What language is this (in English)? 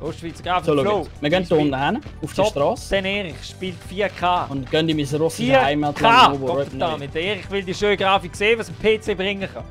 Swiss German